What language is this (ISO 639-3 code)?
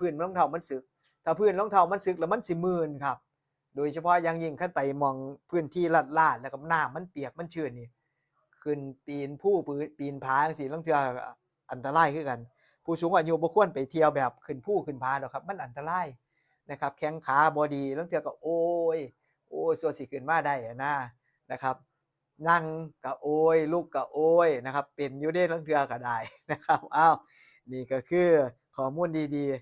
tts